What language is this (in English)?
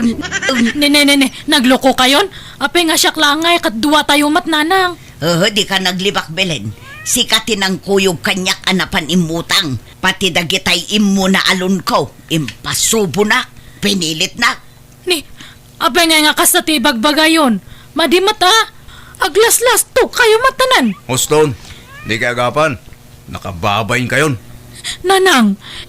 Iloko